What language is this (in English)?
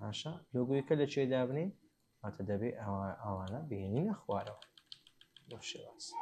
Central Kurdish